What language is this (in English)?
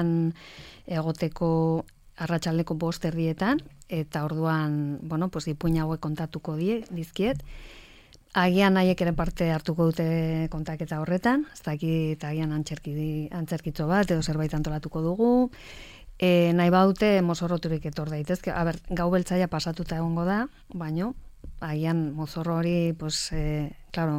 Basque